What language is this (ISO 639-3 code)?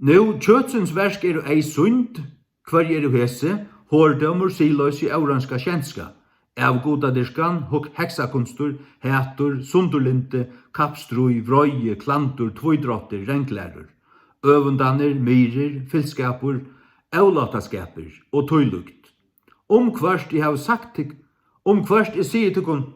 fao